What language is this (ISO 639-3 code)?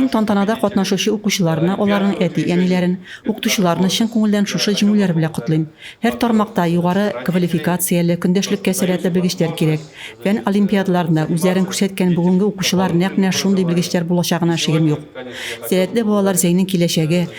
tat